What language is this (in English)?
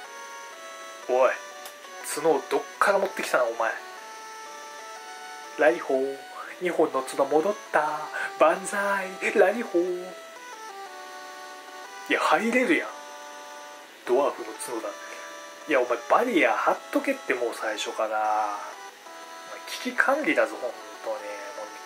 Japanese